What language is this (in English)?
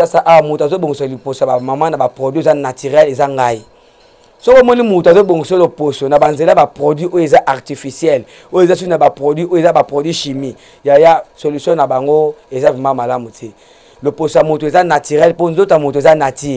Lingala